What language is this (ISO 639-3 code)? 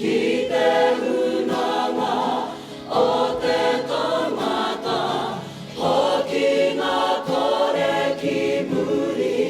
mri